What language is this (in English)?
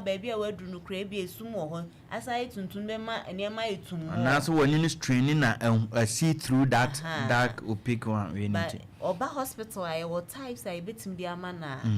Akan